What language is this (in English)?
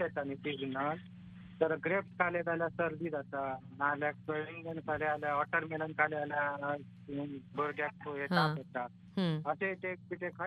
Konkani